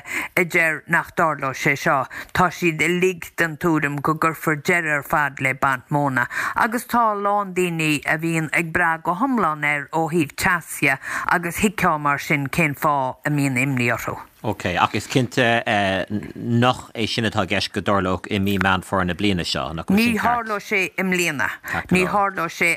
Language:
Irish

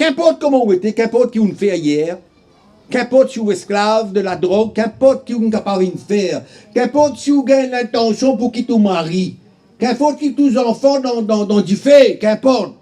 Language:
Morisyen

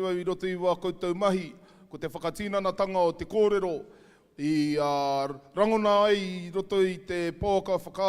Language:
Māori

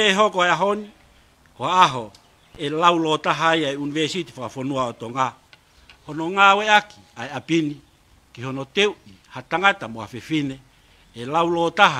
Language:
Tongan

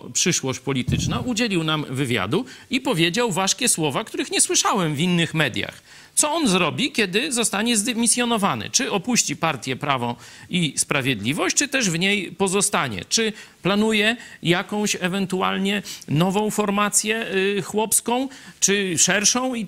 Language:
Polish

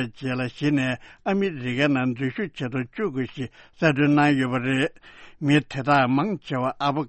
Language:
Tibetan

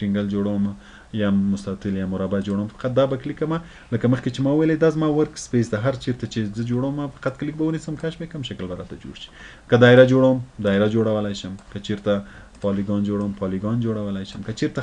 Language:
Pashto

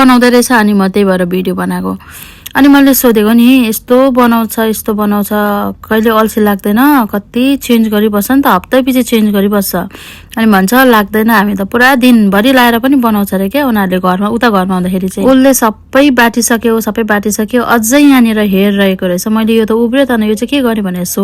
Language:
Nepali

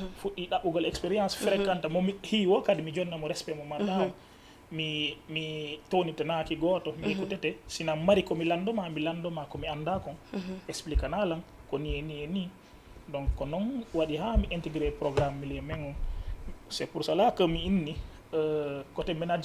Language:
Fula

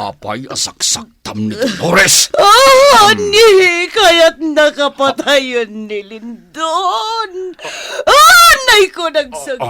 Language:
Iloko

